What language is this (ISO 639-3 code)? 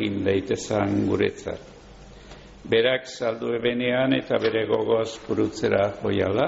eus